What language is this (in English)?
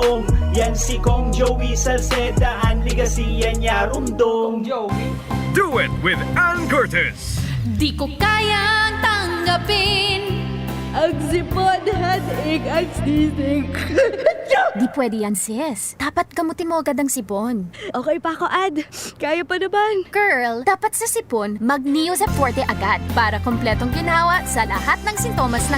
Bikol